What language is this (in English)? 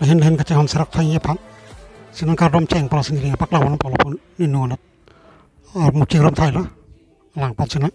Karbi